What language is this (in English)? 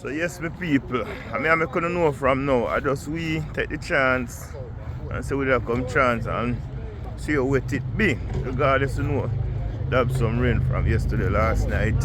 Jamaican Creole English